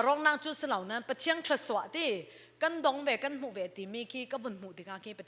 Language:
Falam Chin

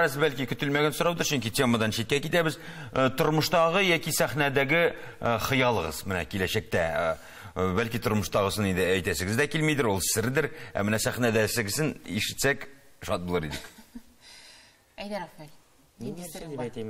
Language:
Tatar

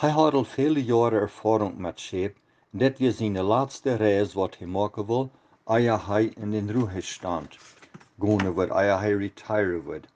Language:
Plautdietsch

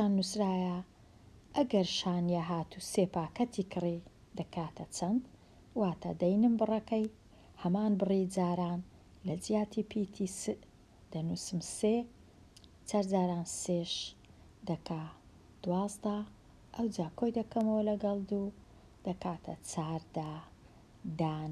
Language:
Central Kurdish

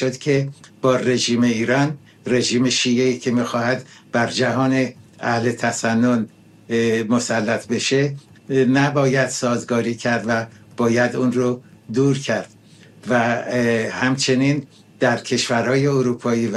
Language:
Persian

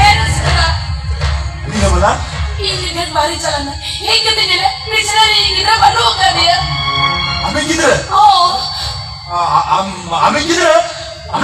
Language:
Santali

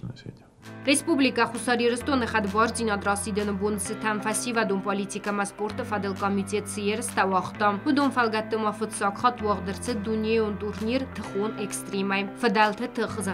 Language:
Ossetic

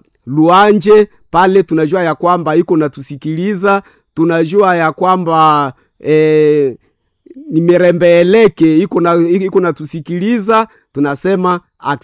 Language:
Swahili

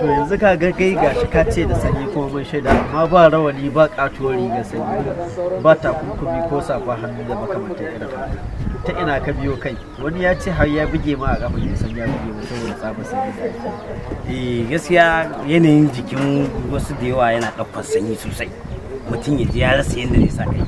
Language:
Hausa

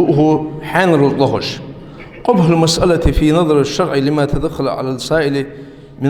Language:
Ingush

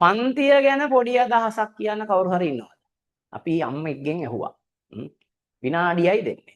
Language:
Sinhala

